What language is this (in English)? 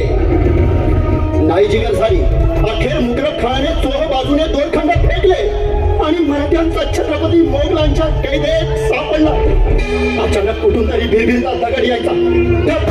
Marathi